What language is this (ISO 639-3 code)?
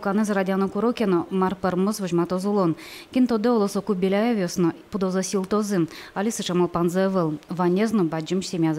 udm